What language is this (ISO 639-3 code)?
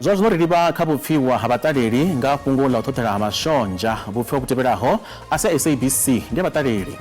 ven